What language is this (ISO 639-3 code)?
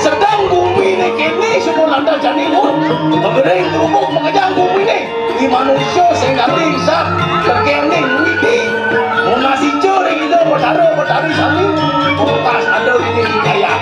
ban